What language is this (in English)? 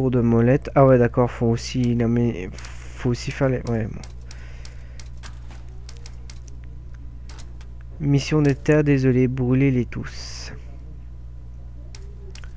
French